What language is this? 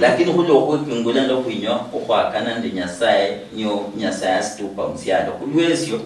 Luyia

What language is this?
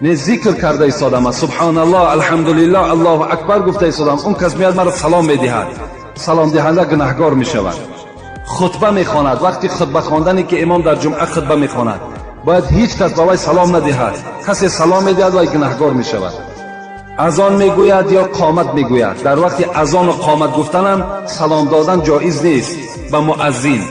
Tajik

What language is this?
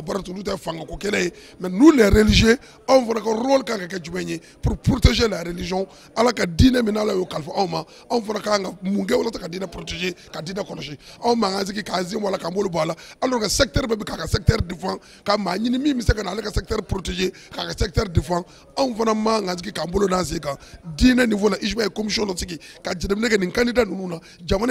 Bambara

